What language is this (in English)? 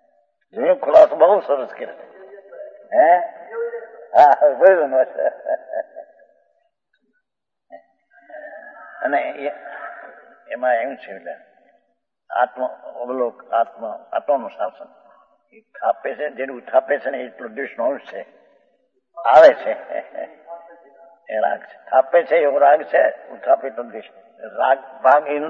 Gujarati